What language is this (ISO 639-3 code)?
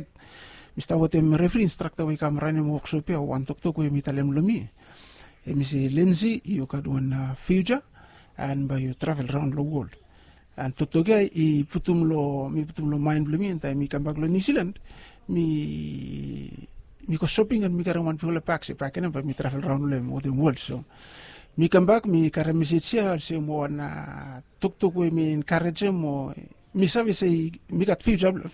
bis